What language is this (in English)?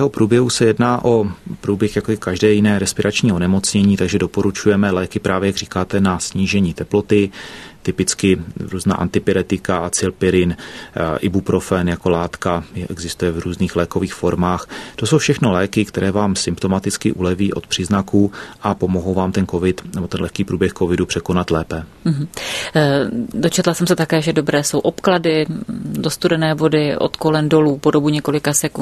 Czech